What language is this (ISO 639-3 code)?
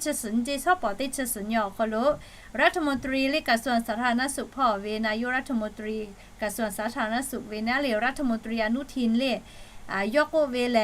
lhu